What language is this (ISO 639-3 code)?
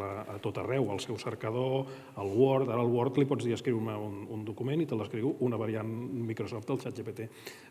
cat